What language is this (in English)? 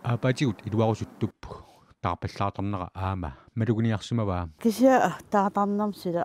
Kalaallisut